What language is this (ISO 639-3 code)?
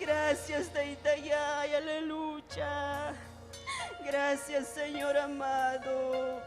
quy